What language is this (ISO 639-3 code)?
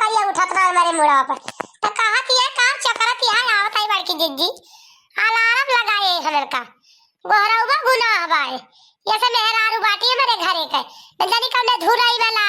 awa